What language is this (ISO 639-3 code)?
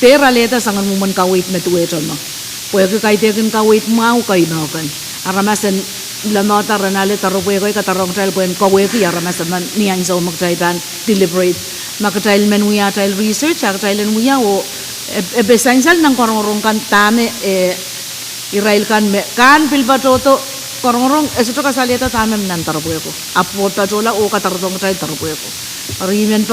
pon